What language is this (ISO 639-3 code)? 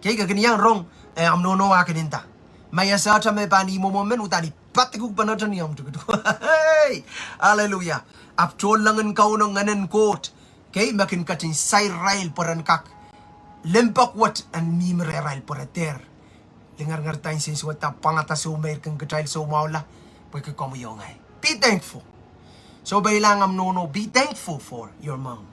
pon